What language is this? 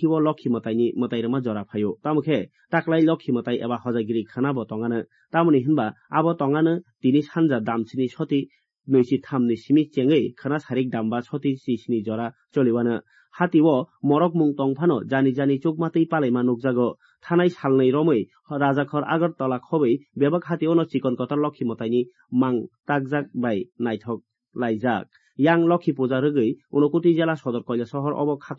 Kok Borok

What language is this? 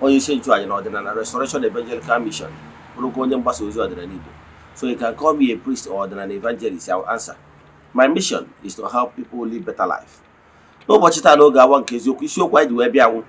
Igbo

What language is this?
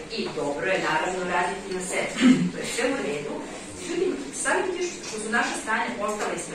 Serbian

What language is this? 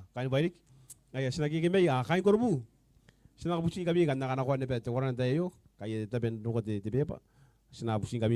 Gilbertese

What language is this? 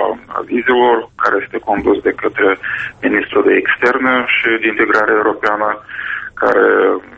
Romanian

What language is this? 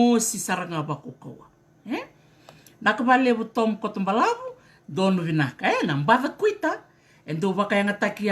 Fijian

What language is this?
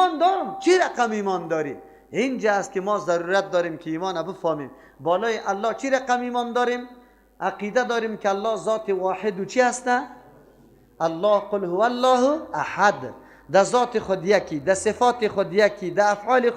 Persian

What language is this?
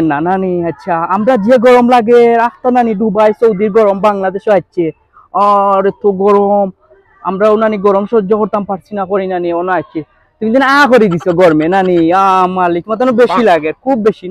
Sylheti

